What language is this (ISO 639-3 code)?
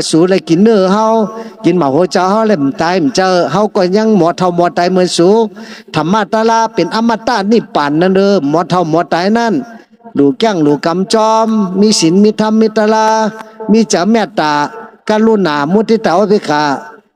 shn